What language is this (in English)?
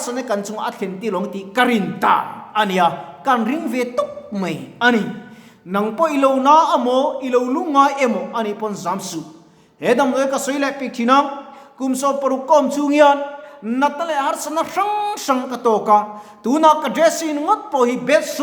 Mizo